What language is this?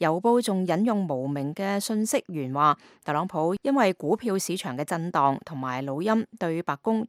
Cantonese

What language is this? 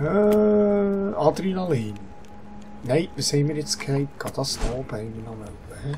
Swiss German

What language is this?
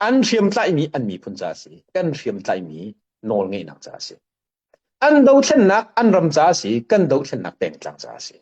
Hakha Chin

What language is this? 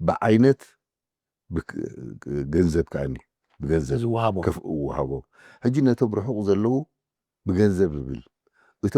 Tigrinya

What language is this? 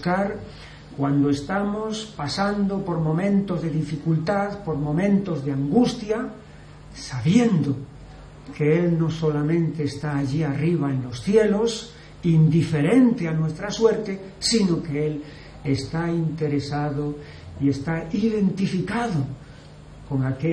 Spanish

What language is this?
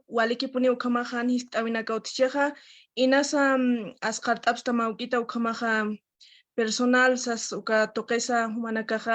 Aymara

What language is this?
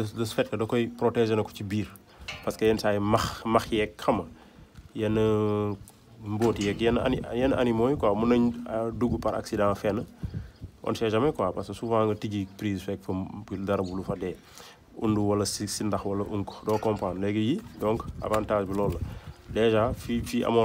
Wolof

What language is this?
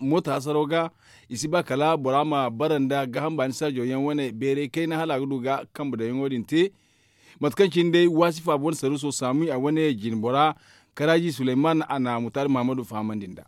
Zarma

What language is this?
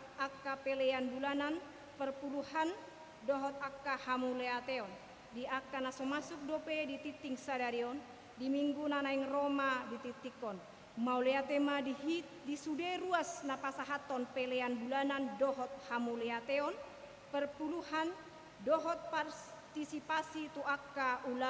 Batak Toba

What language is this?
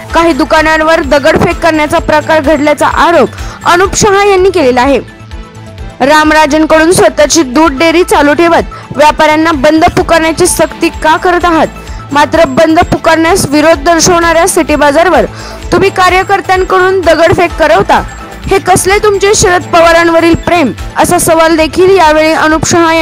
Marathi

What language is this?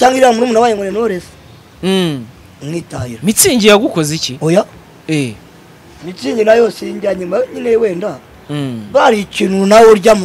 Kinyarwanda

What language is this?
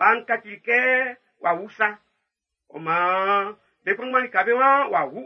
Baoulé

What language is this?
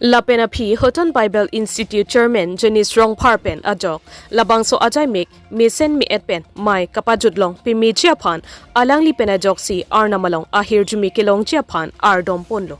Karbi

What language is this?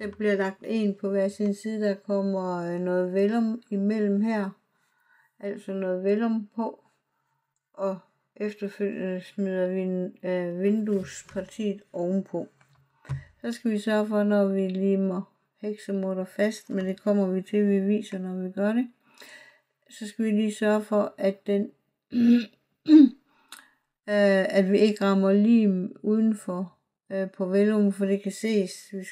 Danish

